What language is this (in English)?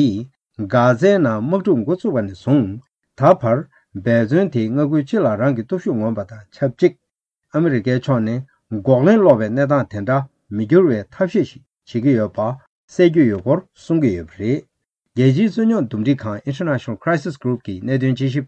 Tibetan